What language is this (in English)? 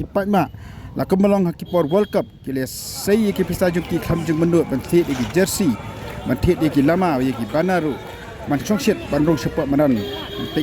Khasi